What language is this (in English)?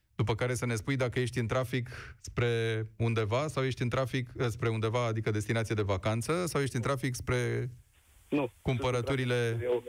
Romanian